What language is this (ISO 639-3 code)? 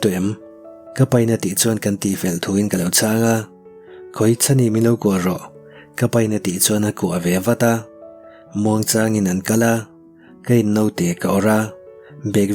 lus